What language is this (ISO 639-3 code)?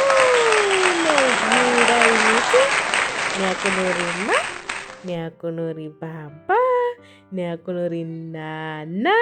ven